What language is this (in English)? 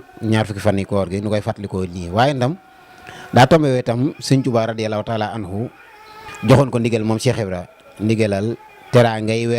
Wolof